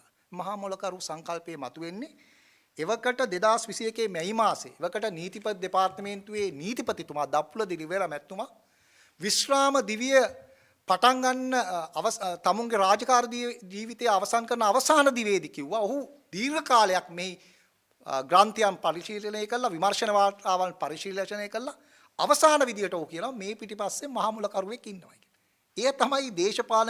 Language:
Sinhala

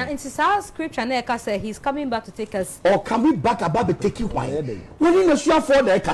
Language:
Akan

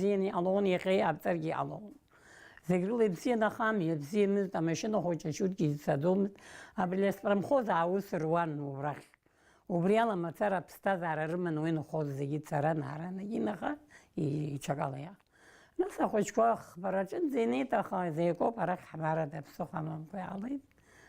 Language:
Abkhazian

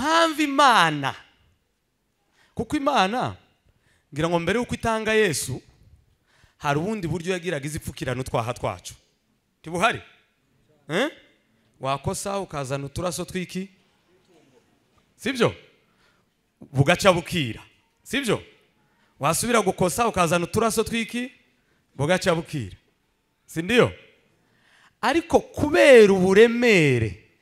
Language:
Kinyarwanda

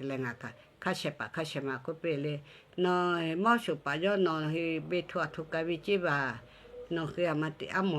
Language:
Lahu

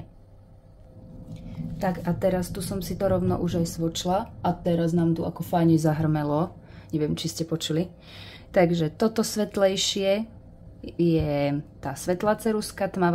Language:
Slovak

